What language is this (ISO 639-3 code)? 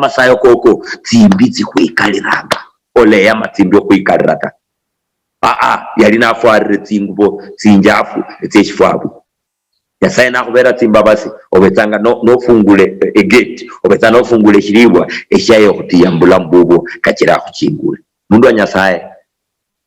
luy